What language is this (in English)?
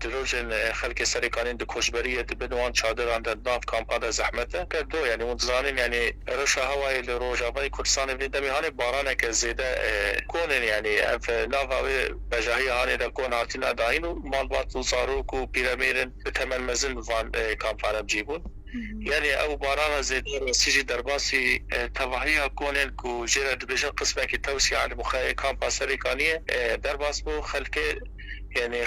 Kurdish